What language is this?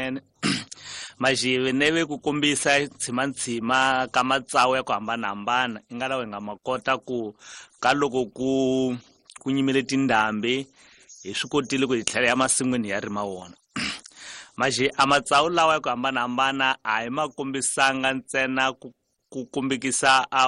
Tsonga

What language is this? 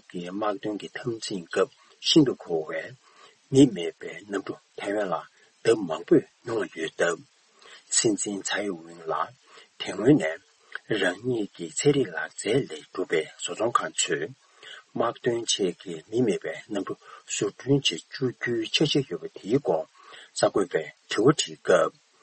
Tibetan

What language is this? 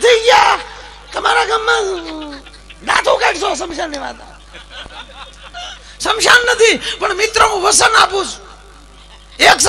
Gujarati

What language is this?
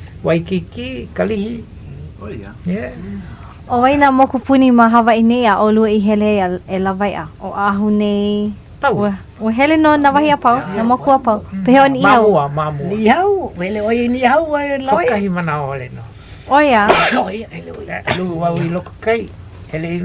Hawaiian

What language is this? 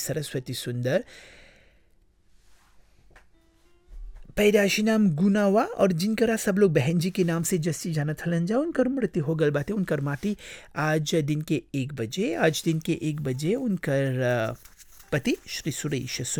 Bhojpuri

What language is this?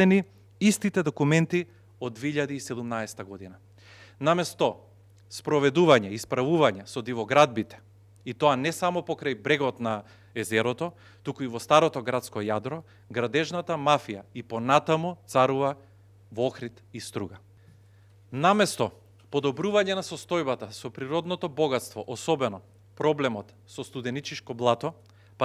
Macedonian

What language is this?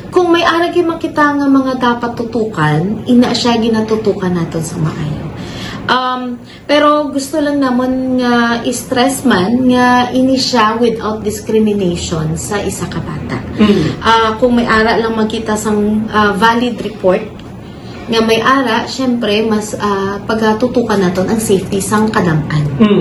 Hiligaynon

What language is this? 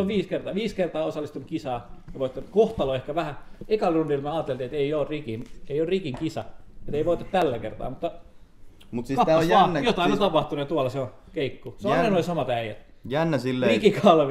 Finnish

